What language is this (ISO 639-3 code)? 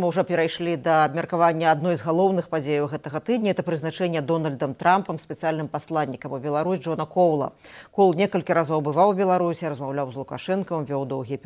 bel